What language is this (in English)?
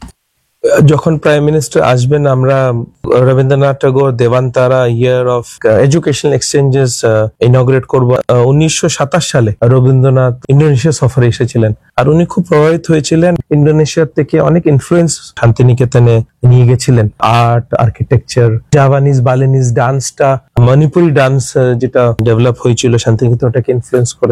Bangla